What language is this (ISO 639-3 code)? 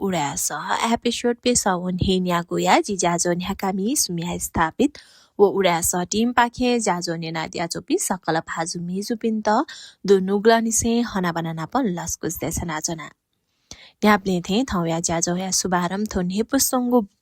new